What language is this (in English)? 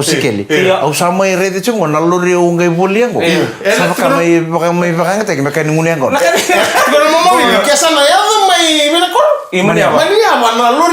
Fijian